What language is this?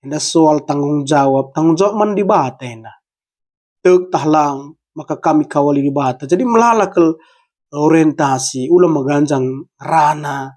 Batak Karo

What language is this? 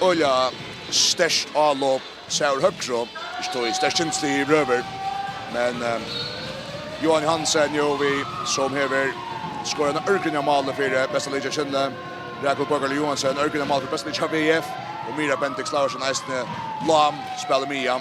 Faroese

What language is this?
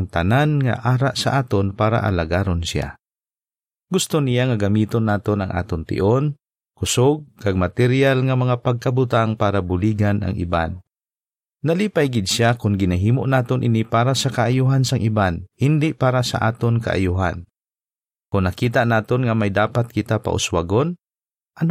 Hiligaynon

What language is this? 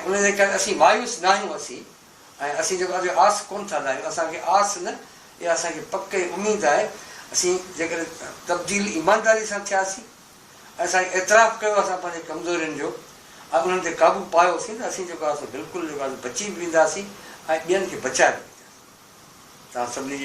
Sindhi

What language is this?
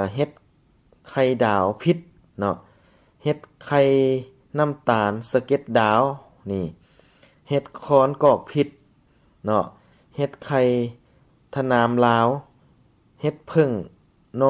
Lao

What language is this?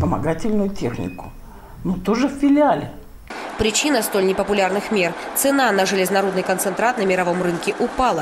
Russian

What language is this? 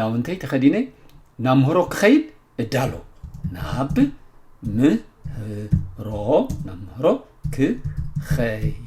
Tigrinya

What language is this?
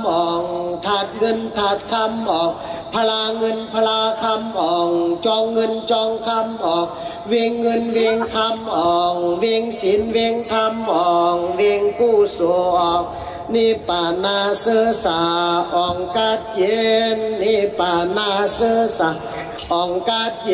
Shan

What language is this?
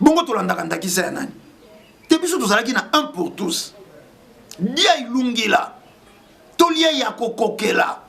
Lingala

